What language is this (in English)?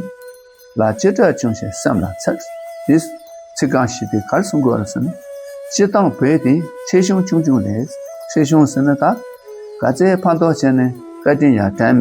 Tibetan